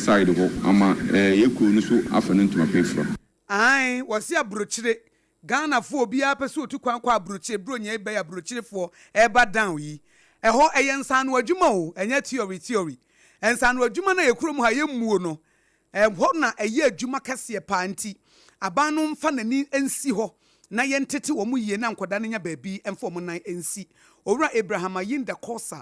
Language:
Akan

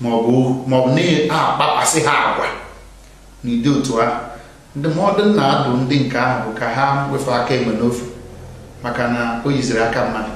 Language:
Igbo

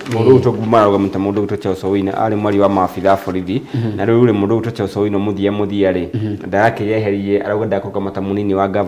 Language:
Kikuyu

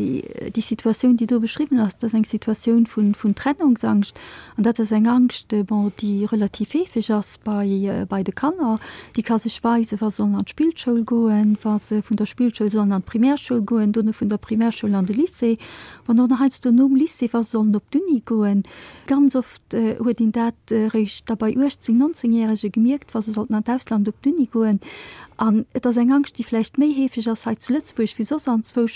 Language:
Luxembourgish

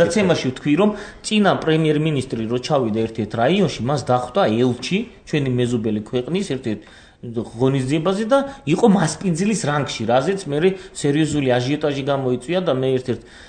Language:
Georgian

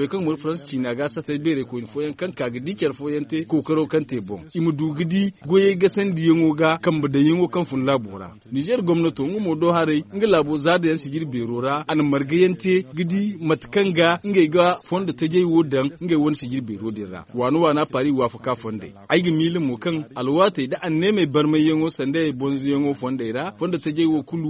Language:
Zarma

